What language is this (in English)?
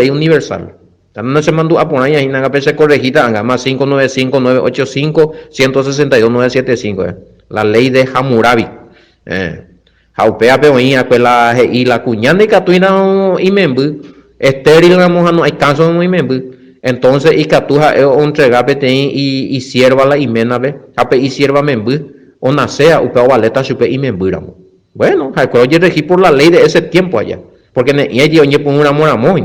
Guarani